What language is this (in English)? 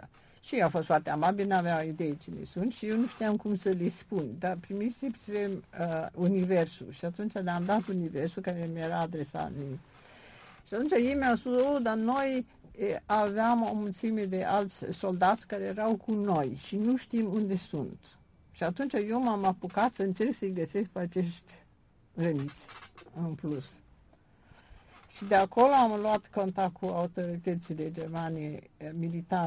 Romanian